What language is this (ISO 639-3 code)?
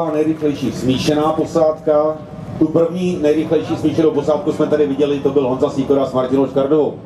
ces